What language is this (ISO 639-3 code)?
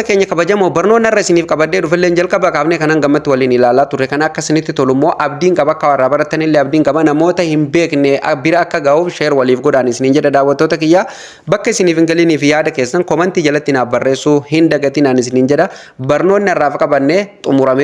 orm